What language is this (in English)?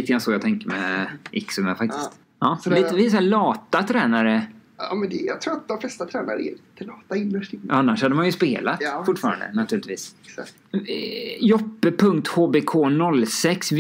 Swedish